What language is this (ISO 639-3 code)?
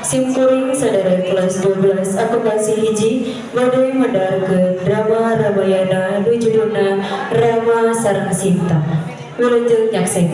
sun